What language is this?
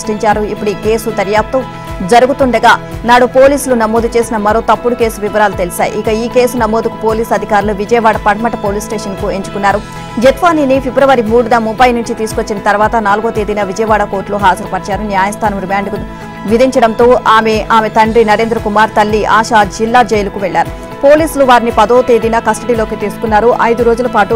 Telugu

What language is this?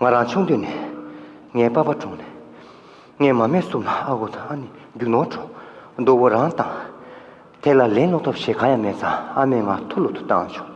Tibetan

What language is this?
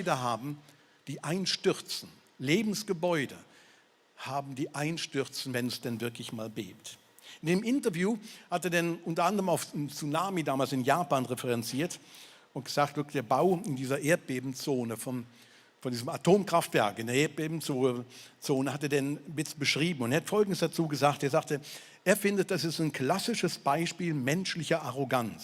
Swiss German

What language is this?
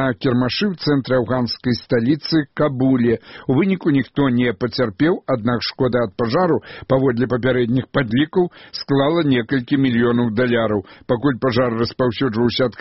Belarusian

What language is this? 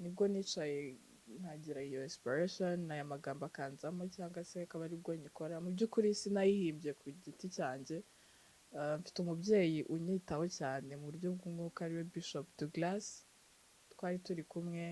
Kinyarwanda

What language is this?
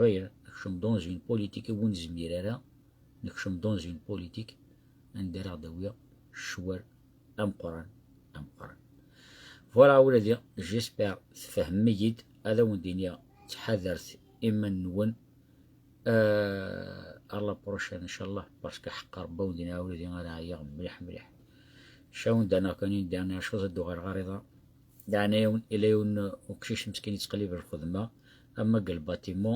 Kabyle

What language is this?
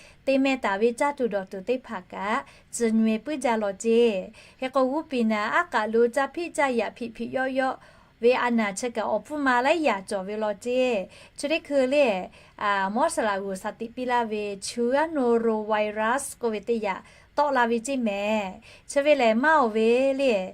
Lahu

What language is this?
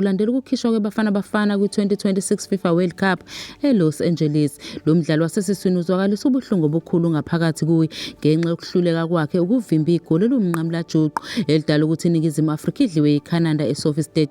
Zulu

